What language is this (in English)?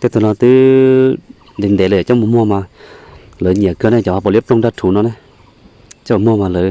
Hmong